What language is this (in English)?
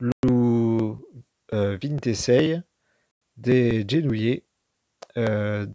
Occitan